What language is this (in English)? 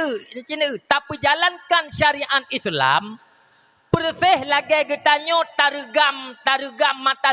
Achinese